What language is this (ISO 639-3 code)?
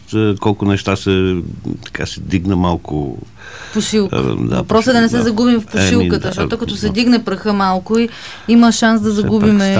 bul